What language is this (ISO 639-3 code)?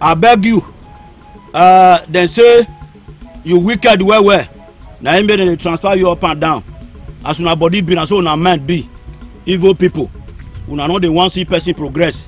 pcm